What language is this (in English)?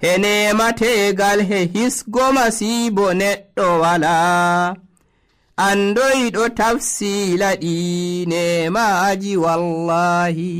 Nigerian Fulfulde